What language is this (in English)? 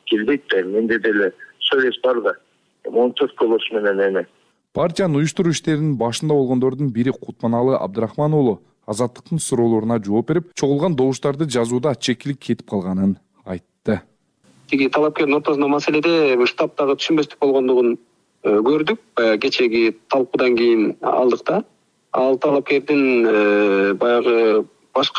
Kyrgyz